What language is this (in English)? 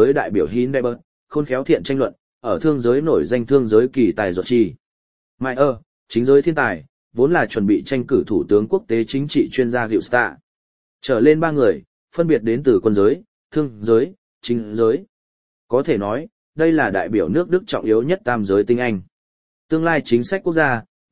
Vietnamese